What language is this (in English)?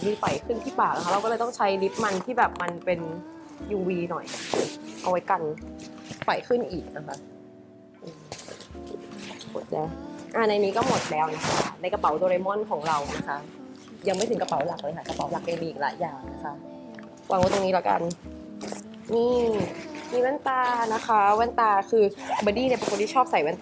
Thai